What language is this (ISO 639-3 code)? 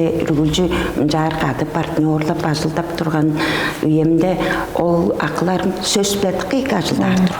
tyv